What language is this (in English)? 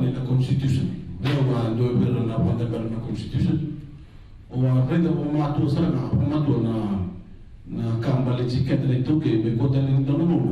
Fijian